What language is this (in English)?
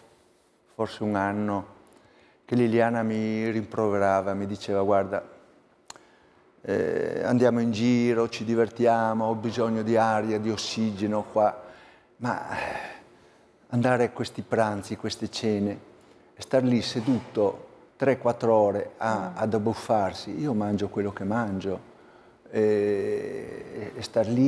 Italian